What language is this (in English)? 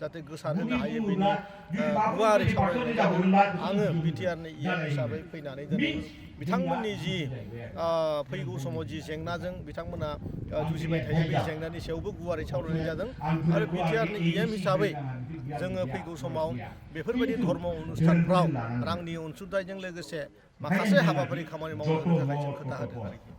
Bodo